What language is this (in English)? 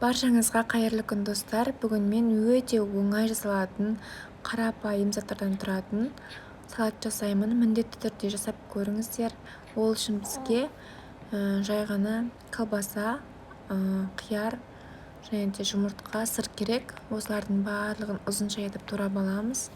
Kazakh